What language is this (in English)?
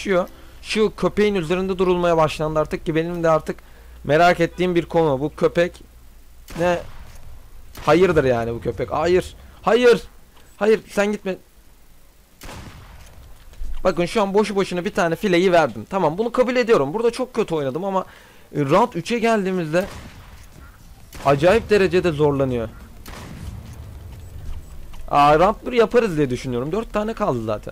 Turkish